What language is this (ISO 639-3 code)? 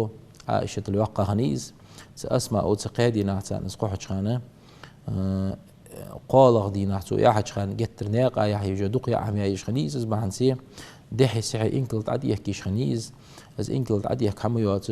inh